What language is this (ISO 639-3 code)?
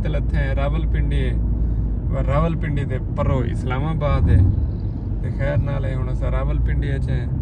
skr